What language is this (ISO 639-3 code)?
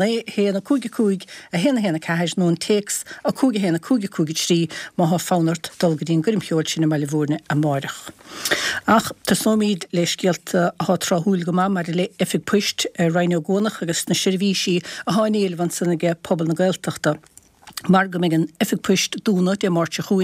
gle